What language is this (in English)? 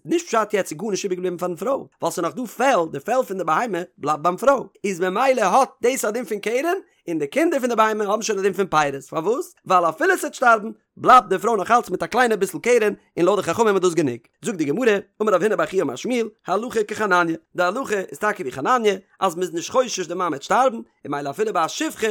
Yiddish